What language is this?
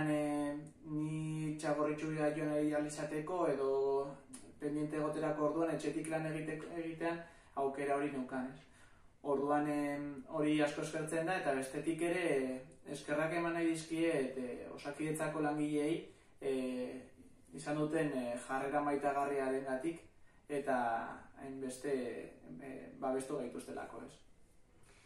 Basque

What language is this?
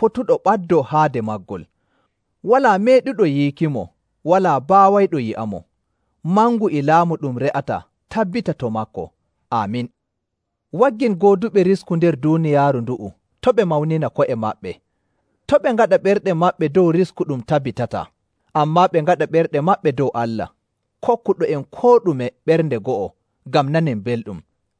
Nigerian Fulfulde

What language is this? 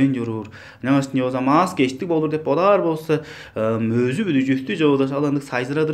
Tuvinian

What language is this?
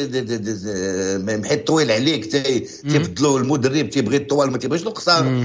Moroccan Arabic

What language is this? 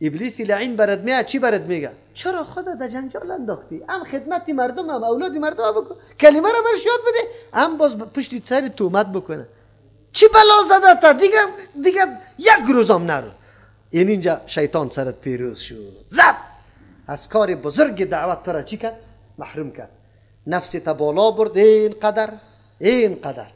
Persian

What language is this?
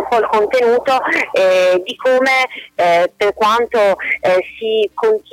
Italian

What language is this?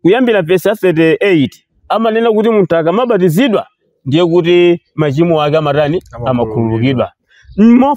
Nyanja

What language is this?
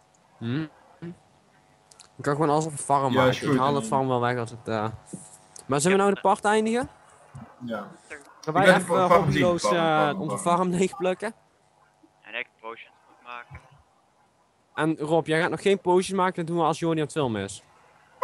Dutch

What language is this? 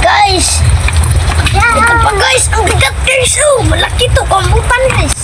Cebuano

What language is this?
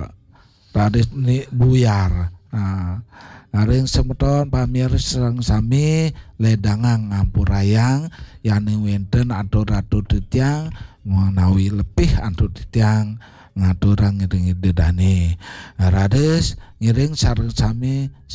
Balinese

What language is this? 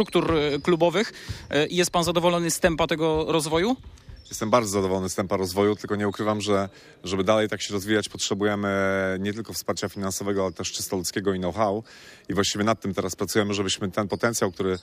Polish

